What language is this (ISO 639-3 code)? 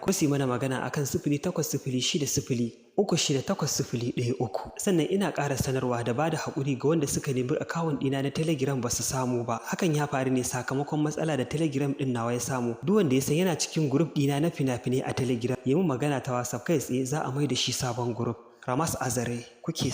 hau